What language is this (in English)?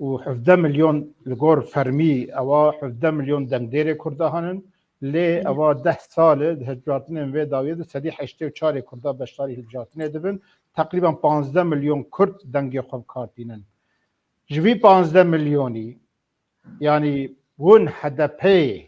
Kurdish